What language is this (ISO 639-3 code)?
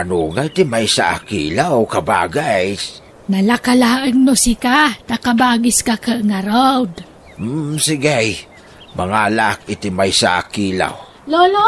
ilo